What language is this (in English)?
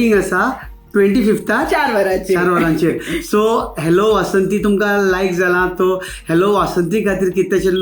Konkani